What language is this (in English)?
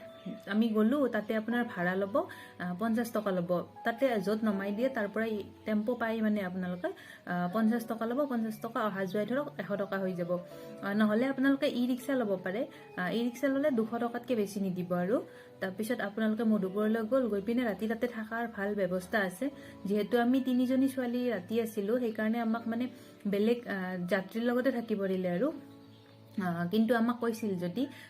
Assamese